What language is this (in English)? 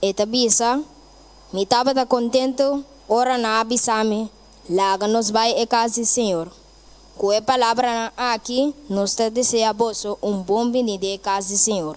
Papiamento